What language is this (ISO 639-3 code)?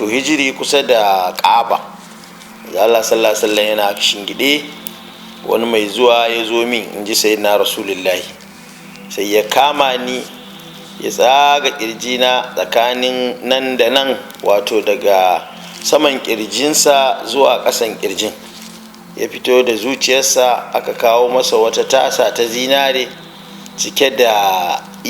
hau